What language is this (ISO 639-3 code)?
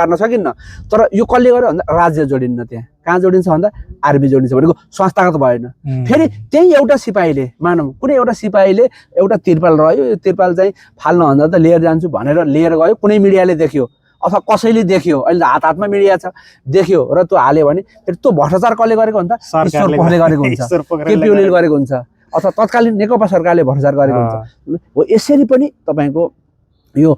nep